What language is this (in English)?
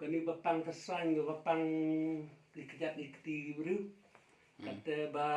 Khasi